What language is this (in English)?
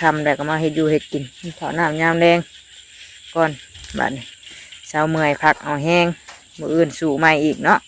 Northeastern Thai